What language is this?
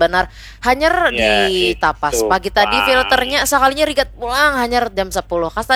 Banjar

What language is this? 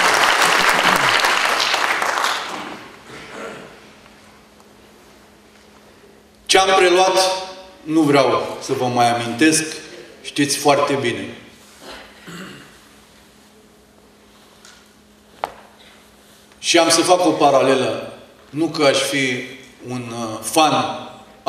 Romanian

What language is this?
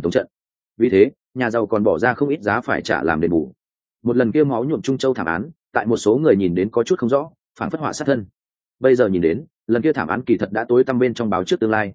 Vietnamese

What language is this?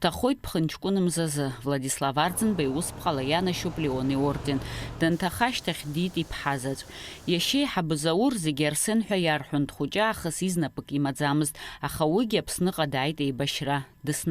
Abkhazian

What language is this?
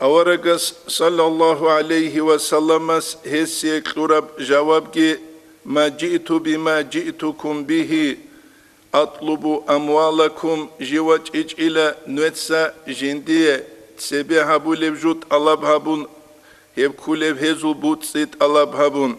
Avaric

